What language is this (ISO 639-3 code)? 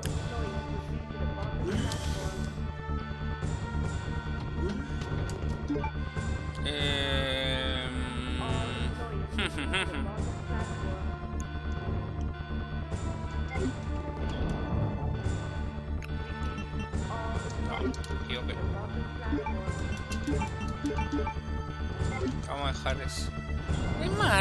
spa